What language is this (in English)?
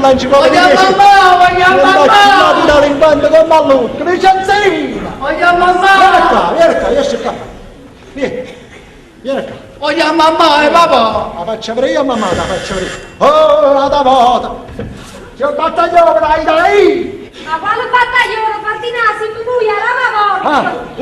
Neapolitan